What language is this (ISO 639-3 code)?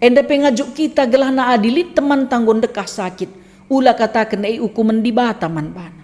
btx